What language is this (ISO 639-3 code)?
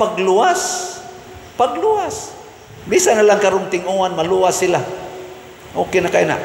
ceb